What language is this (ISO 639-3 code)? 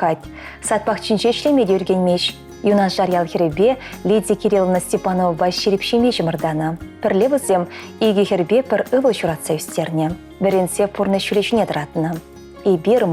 chv